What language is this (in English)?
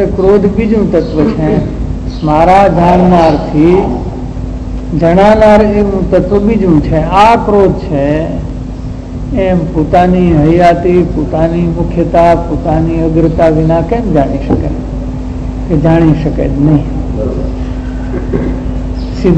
Gujarati